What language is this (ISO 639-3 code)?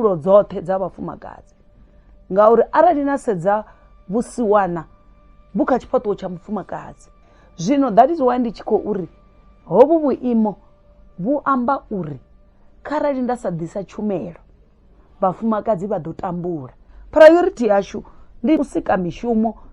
ven